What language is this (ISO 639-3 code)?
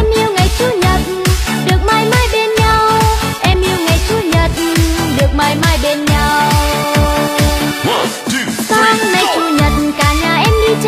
vie